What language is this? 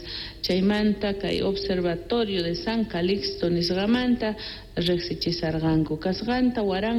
Quechua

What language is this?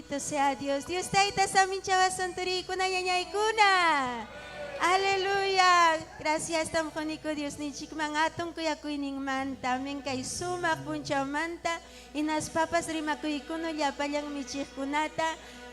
Ayacucho Quechua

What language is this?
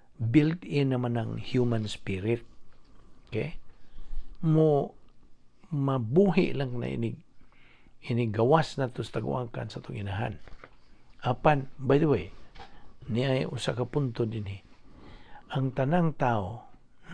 Cebuano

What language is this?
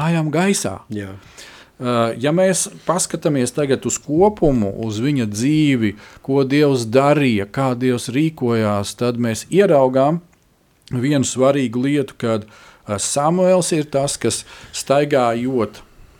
Latvian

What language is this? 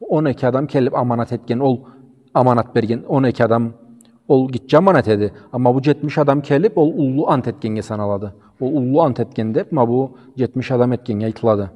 Karachay-Balkar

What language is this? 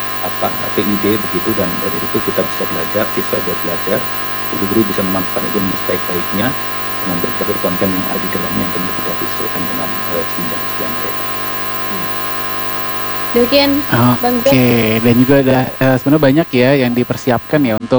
Indonesian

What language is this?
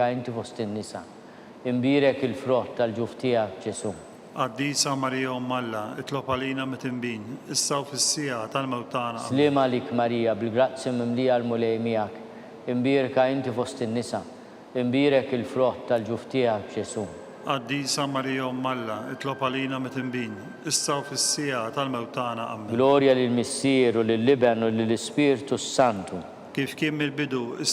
Maltese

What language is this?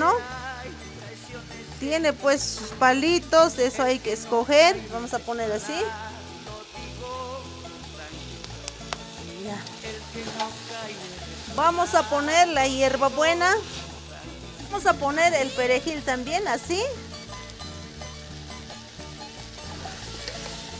Spanish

